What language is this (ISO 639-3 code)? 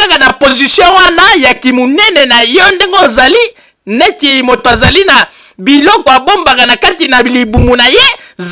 lin